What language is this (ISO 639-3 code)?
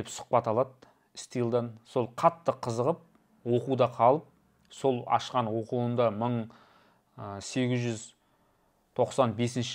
kaz